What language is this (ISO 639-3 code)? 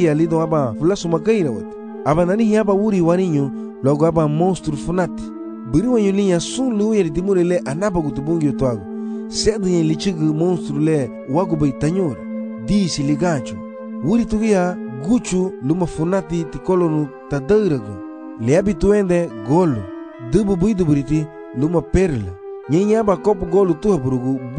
cab